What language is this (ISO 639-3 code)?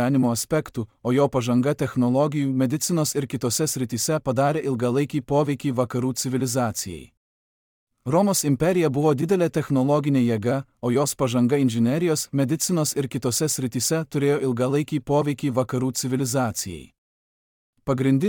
lit